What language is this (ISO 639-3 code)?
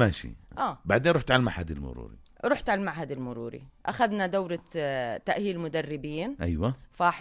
apc